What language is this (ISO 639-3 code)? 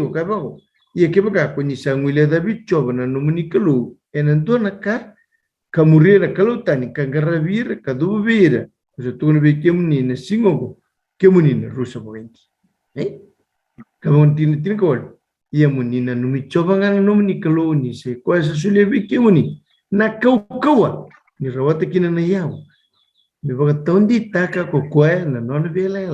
fij